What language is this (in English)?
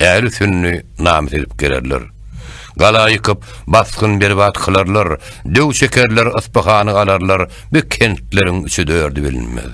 Turkmen